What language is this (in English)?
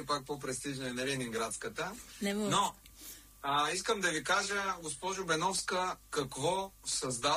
Bulgarian